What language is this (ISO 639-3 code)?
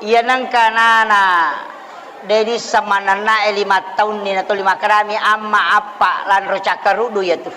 bug